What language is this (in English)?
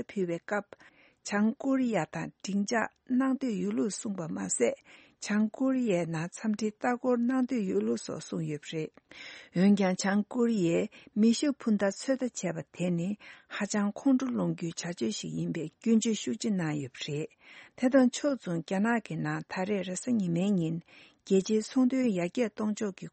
Tibetan